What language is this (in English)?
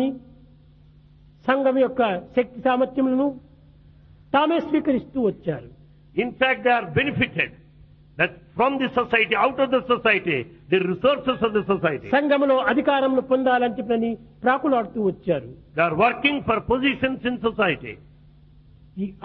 Telugu